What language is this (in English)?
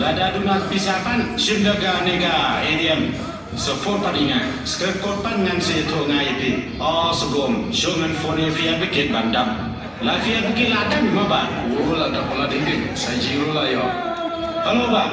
Khasi